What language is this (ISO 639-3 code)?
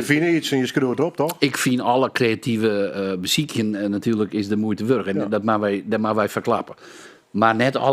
fry